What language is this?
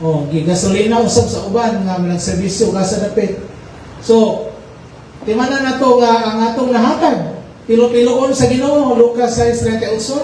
Cebuano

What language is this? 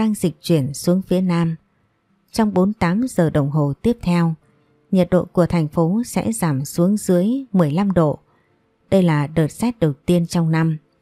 Vietnamese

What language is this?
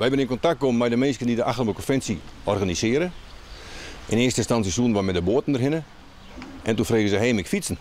Western Frisian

